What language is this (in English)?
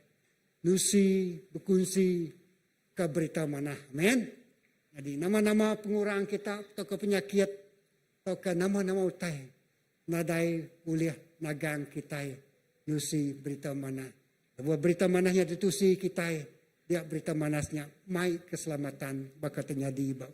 Iban